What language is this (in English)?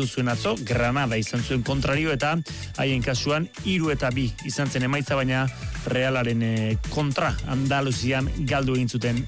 Basque